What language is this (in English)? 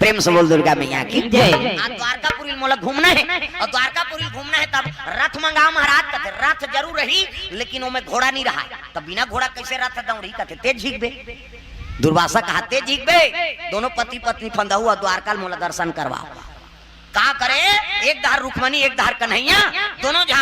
Chhattisgarhi